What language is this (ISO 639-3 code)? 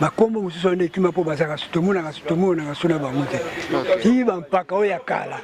lin